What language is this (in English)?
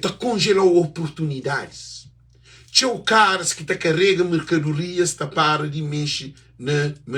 Kabuverdianu